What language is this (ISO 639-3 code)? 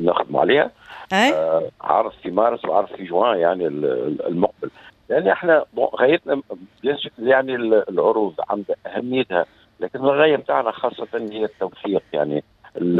aeb